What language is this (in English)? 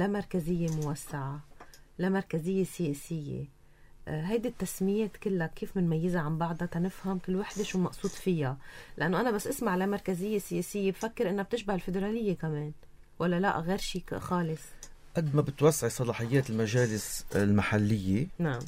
North Levantine Arabic